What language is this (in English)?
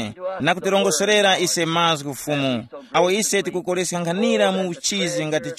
Tumbuka